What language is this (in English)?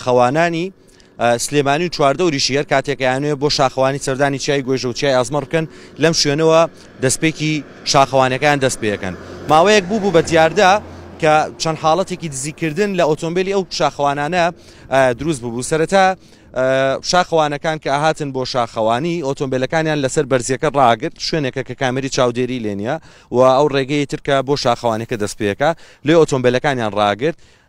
Central Kurdish